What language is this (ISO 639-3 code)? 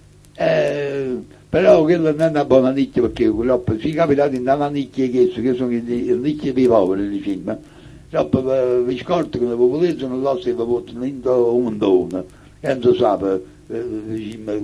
nap